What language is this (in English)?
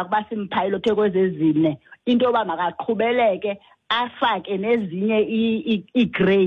Xhosa